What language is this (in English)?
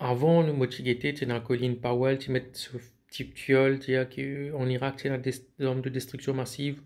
Morisyen